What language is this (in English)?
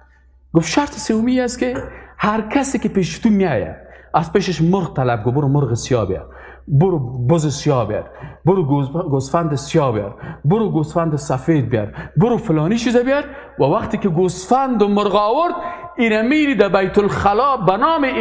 Persian